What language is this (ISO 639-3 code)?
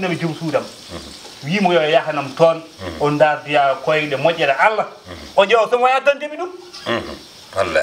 ful